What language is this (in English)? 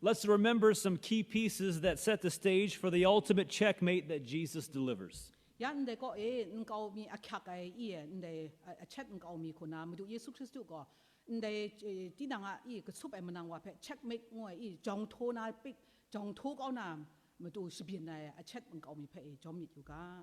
Kachin